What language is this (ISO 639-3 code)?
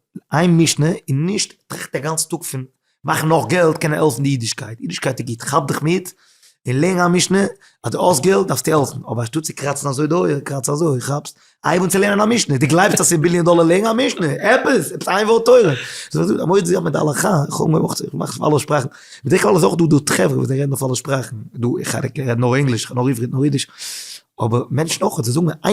yid